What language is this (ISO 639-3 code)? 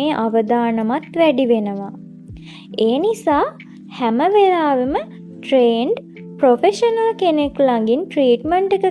sin